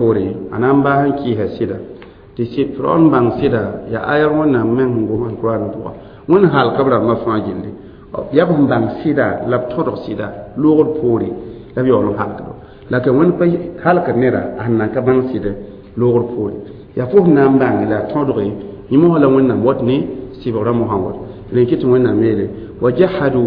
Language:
Mossi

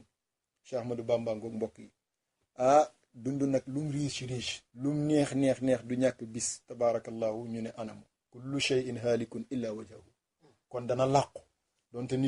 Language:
Wolof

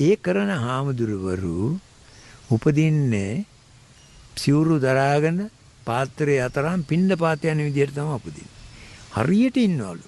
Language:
Sinhala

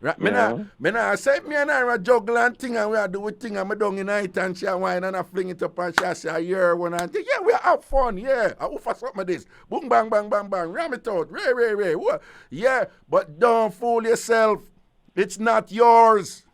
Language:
Jamaican Creole English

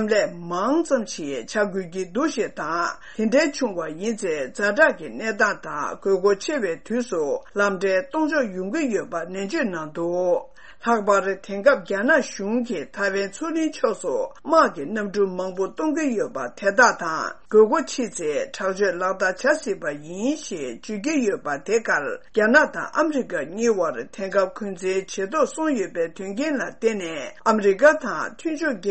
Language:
Tibetan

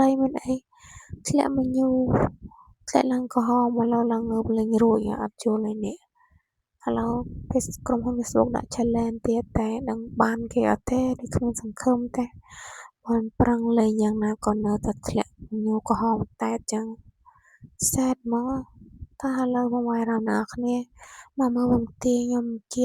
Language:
Khmer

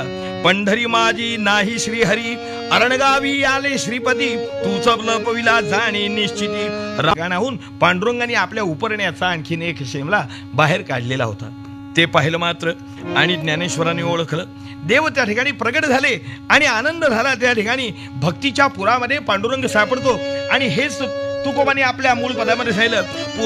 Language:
Marathi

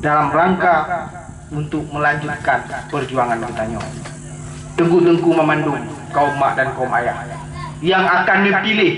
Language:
Achinese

